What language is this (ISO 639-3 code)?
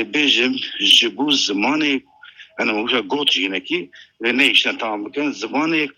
kur